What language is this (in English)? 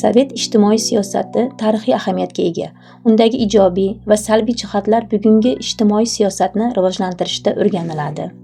Uzbek